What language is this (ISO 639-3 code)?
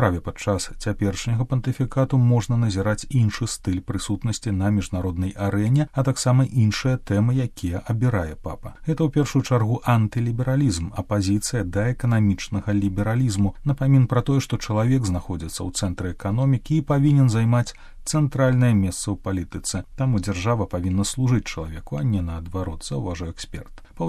bel